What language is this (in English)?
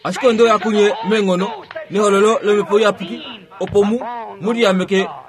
Kuanyama